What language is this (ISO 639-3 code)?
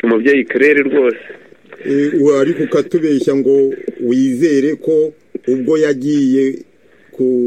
kin